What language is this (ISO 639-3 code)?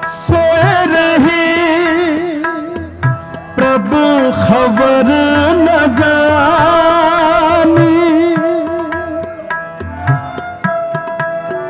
pan